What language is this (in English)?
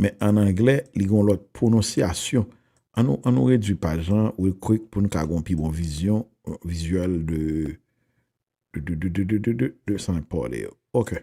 Haitian Creole